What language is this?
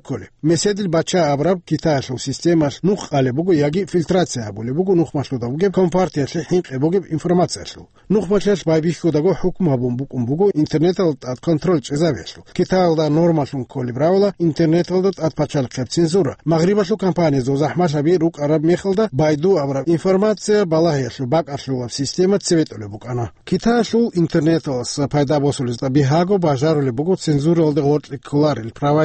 Avaric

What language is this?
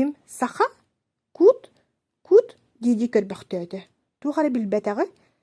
Yakut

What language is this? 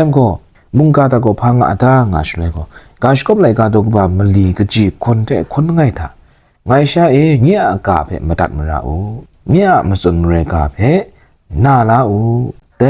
Kachin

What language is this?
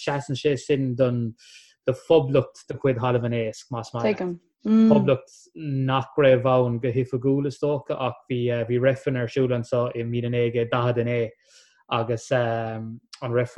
Irish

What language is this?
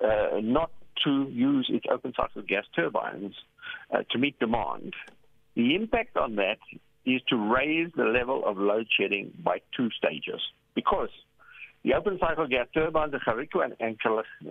English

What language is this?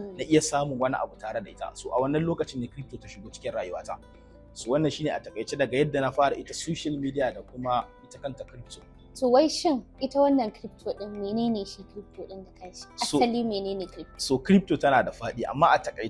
Hausa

